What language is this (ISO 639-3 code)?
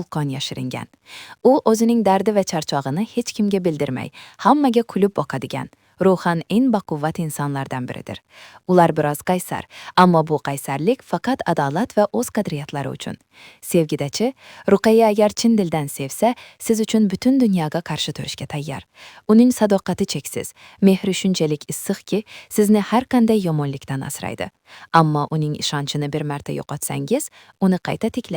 uzb